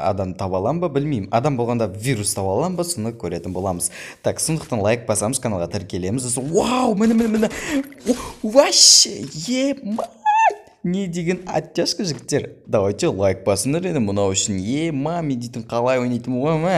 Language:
Kazakh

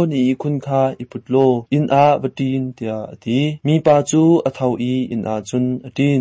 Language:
Hakha Chin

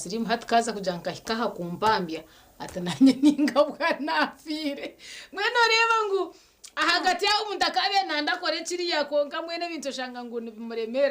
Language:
Nyankole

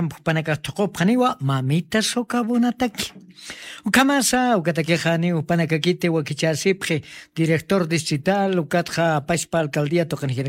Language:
Aymara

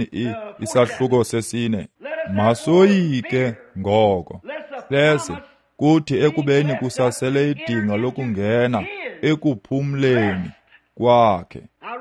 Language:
Xhosa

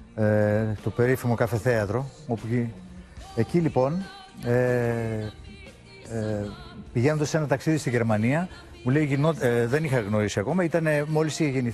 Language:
Greek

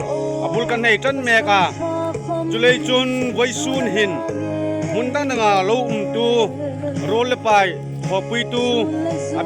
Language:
Hmar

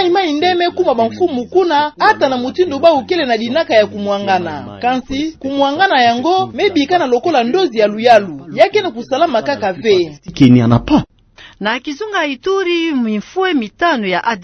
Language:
Kituba (Democratic Republic of Congo)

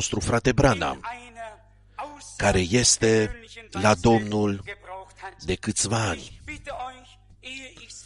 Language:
Romanian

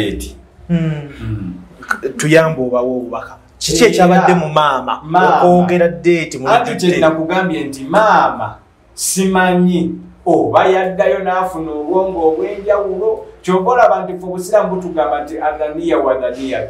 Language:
Ganda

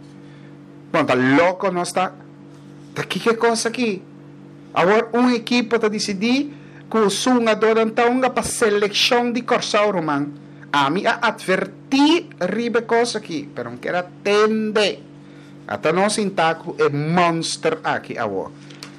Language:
Papiamento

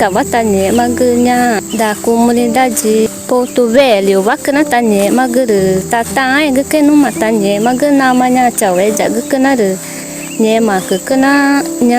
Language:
Ticuna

